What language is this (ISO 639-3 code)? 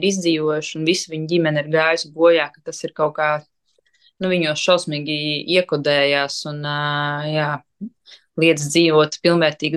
lav